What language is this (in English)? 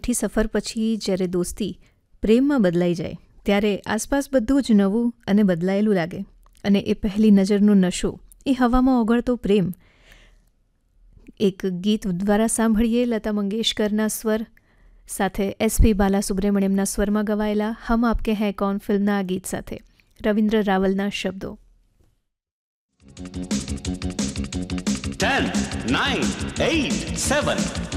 Gujarati